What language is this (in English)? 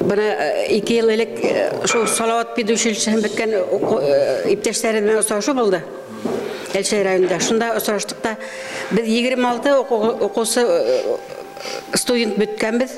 Bashkir